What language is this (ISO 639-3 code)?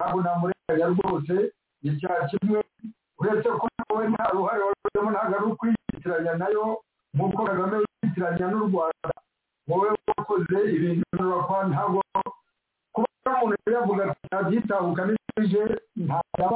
kin